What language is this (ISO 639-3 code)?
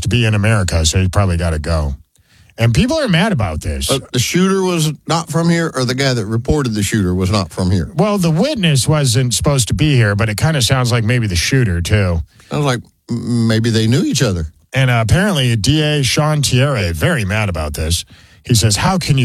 eng